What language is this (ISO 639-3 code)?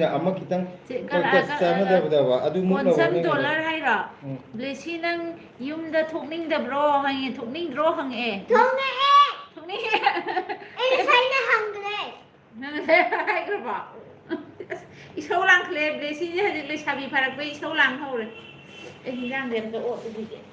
mni